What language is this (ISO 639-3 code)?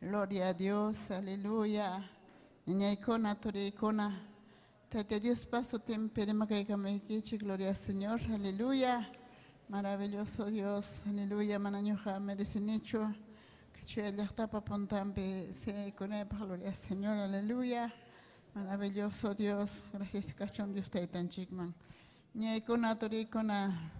quy